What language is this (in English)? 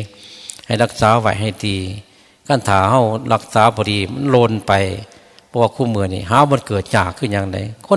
Northeastern Thai